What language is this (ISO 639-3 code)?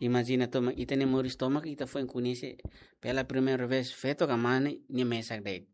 tet